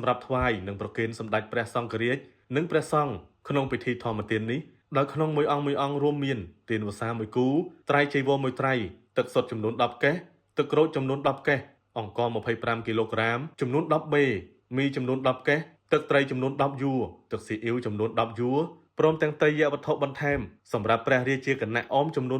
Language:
Khmer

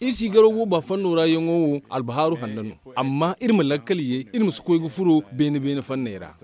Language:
Zarma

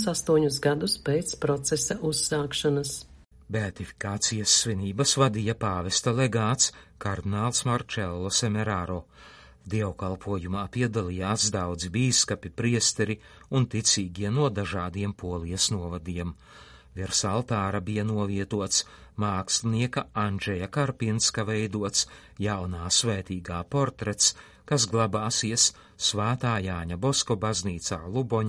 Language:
Latvian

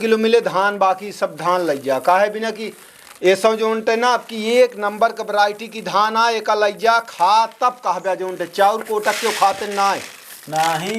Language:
Awadhi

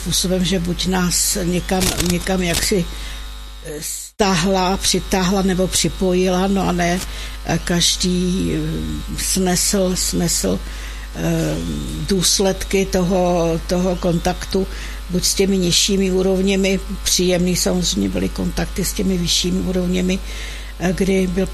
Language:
Czech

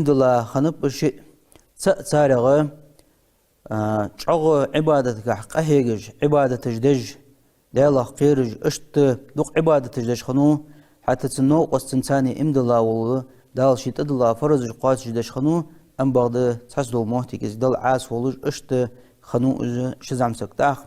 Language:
Ingush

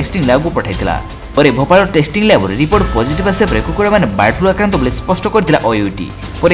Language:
Odia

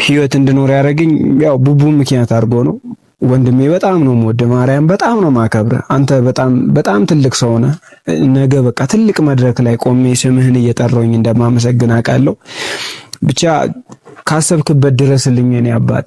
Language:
Amharic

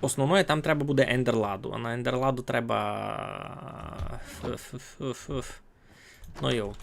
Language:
Rusyn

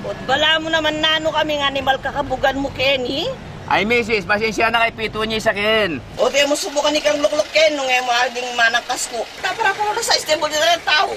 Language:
Pampanga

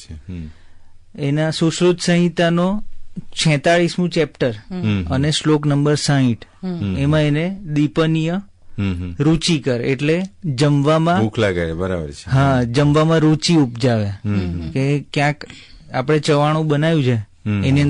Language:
Gujarati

